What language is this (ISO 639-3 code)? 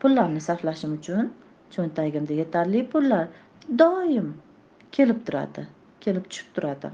uzb